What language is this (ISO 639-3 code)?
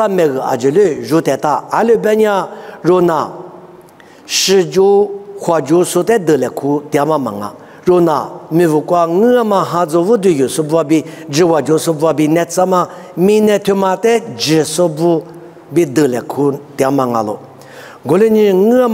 lis